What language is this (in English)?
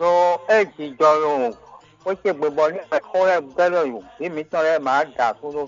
Fon